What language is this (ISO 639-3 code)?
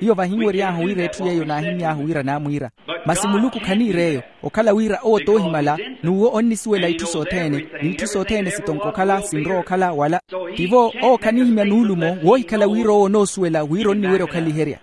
vmw